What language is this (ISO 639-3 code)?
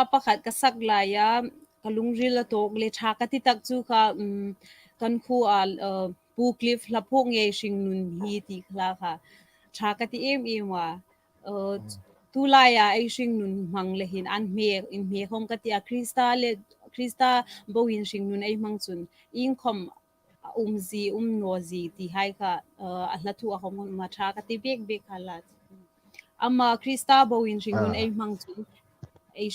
hmr